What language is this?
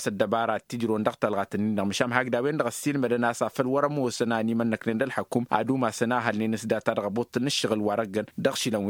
Tamasheq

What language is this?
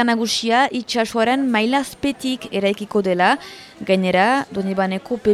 Basque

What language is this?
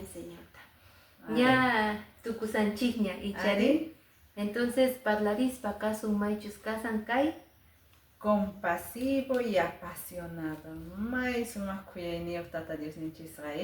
Quechua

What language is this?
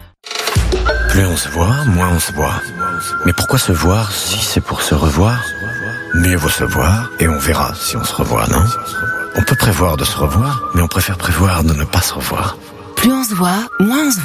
French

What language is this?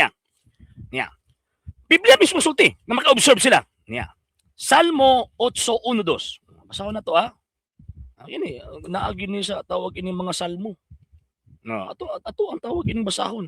Cebuano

